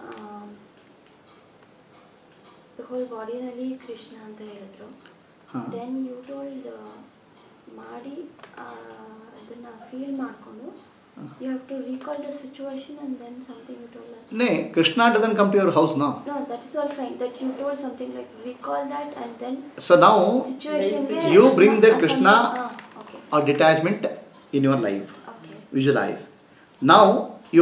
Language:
Kannada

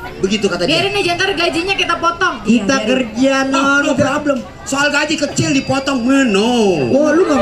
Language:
Betawi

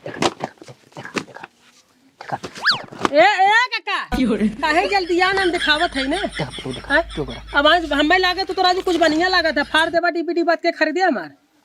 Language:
Awadhi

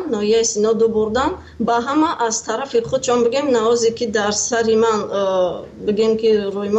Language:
Persian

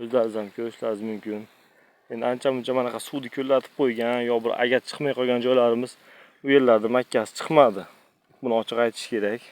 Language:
Uzbek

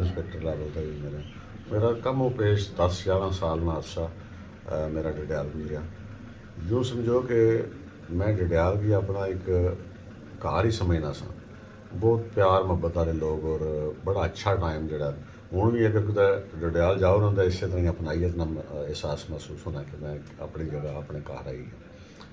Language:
Pahari-Potwari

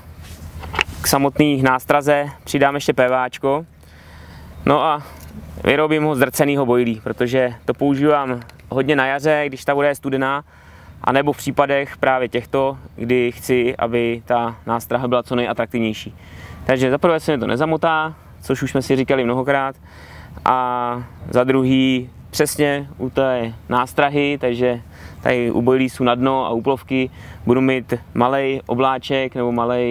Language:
Czech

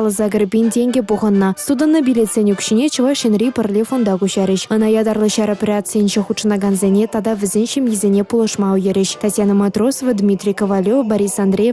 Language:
Chuvash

